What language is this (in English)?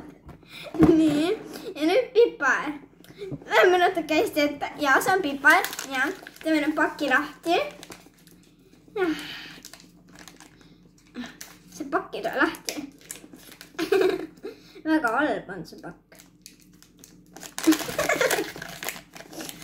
Estonian